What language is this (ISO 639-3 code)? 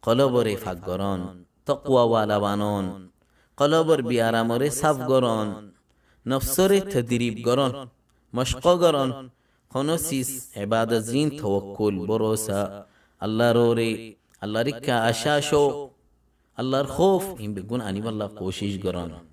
rhg